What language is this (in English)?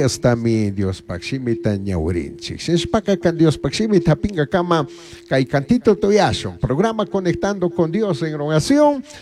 Chimborazo Highland Quichua